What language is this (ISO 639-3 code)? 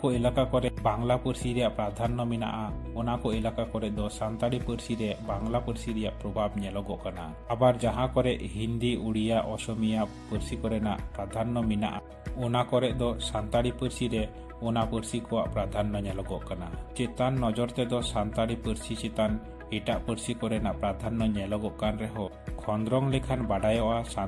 sat